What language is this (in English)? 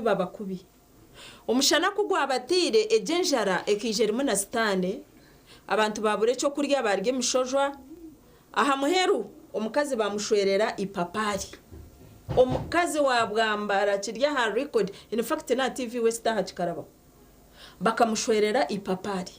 Nyankole